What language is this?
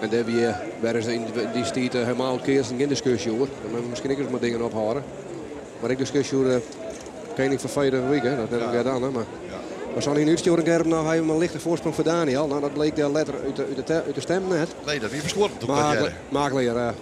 Western Frisian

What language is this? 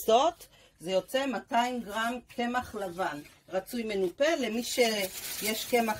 Hebrew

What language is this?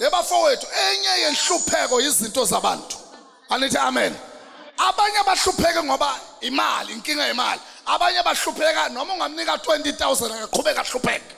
Zulu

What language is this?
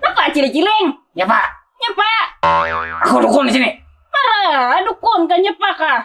Banjar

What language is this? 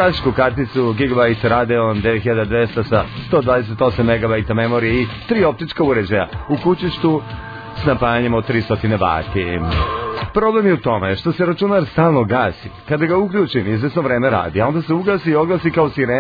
Serbian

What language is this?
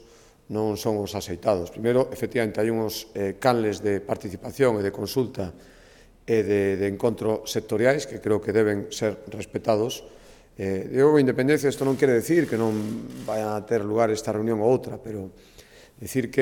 Galician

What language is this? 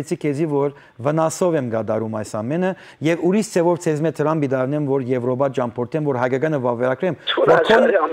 Western Armenian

